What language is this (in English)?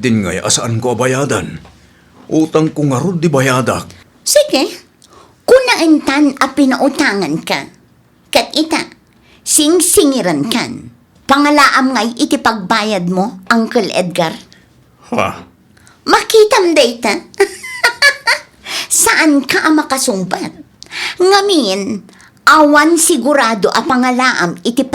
Iloko